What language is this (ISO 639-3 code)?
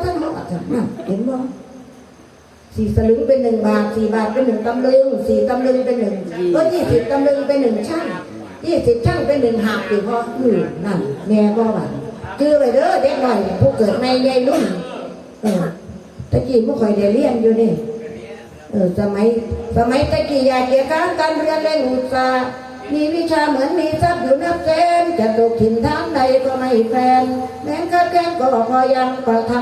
tts